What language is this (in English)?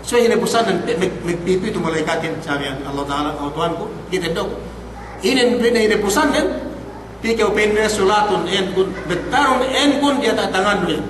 Yakan